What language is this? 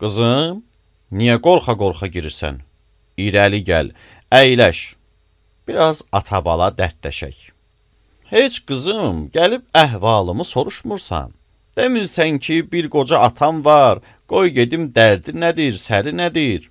Azerbaijani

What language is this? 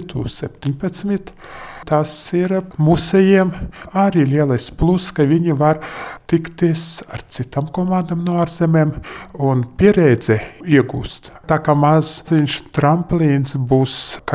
Latvian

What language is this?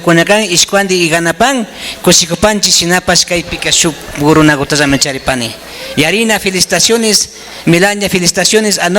Imbabura Highland Quichua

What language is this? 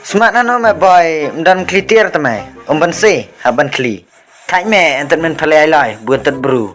Khasi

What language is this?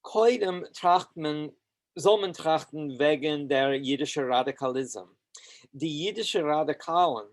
Yiddish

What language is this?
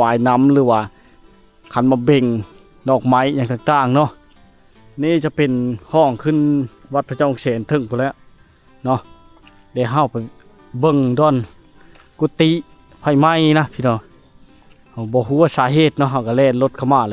Lao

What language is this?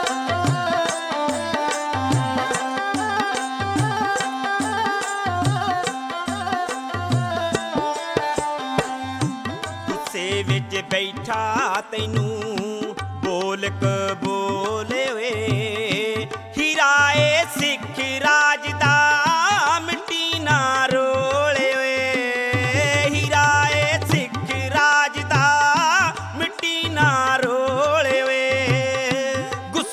Punjabi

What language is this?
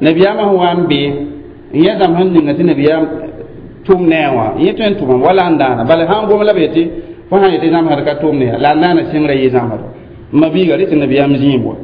Mossi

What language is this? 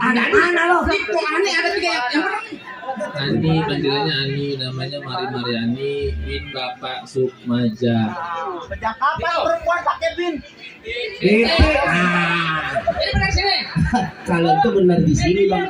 Betawi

